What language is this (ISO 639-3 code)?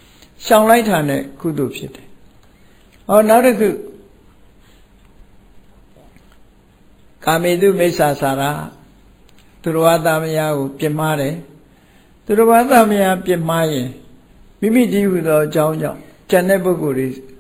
mya